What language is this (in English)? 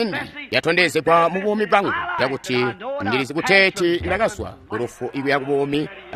Tonga (Zambia)